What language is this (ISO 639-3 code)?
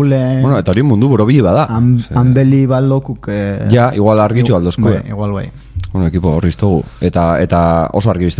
eus